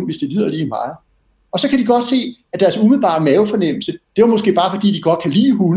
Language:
Danish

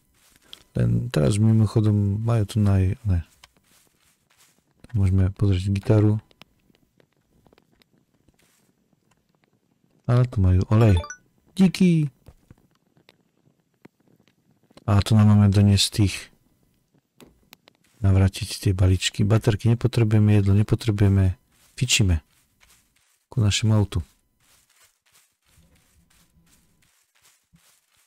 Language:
Slovak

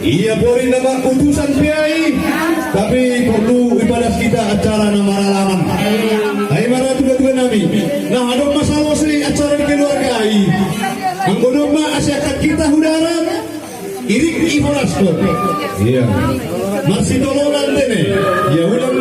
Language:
Batak Simalungun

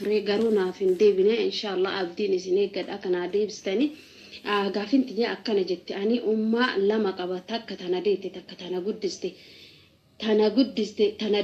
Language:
Oromo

